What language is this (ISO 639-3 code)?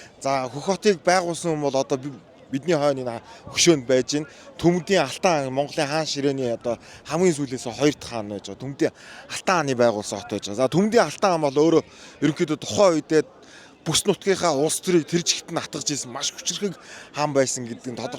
mon